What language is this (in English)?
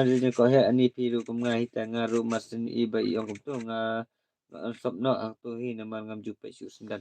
Khasi